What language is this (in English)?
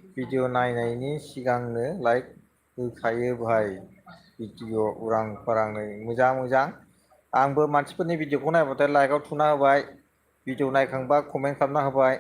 Bodo